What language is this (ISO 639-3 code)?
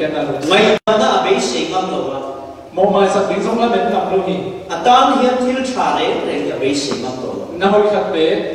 cfm